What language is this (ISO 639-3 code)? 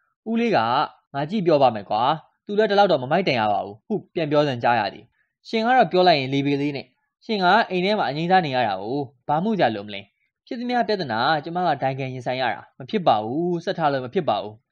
mya